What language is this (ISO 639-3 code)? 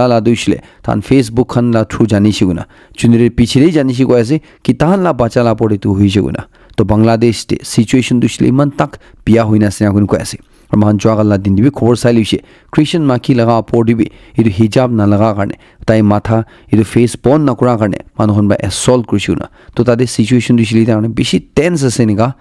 nag